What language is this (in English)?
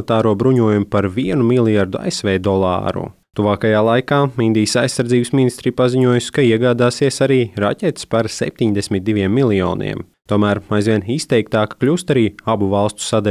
Latvian